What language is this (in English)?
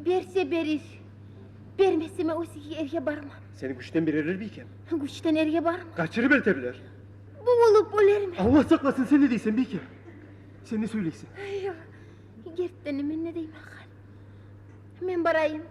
Kumyk